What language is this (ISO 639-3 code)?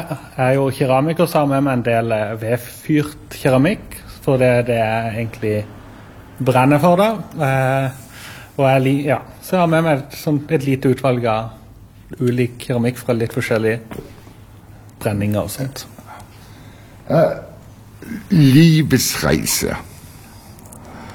nor